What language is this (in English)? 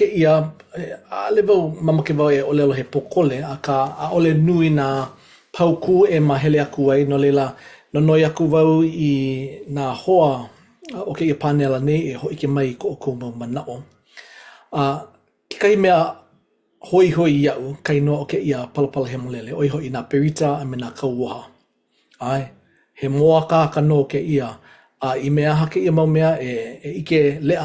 Hawaiian